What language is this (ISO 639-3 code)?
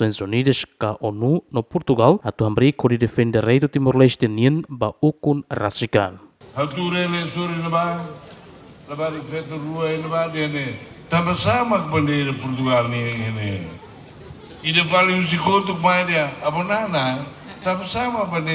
tet